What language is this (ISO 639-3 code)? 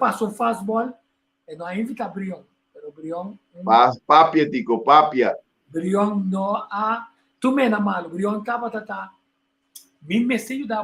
pap